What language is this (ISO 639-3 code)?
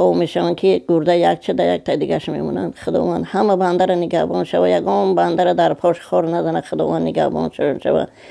tgk